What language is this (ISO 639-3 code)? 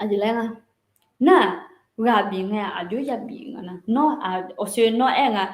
ahk